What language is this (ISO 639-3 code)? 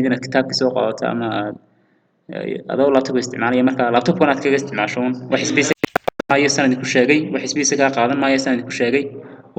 som